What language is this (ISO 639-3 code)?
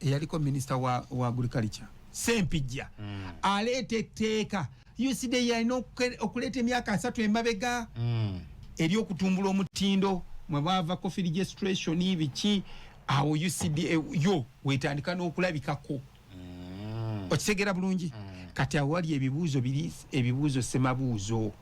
lug